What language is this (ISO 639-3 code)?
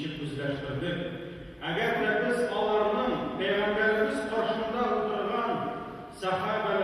tat